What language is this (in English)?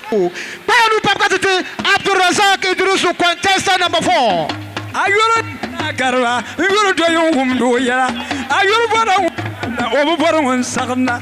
Dagbani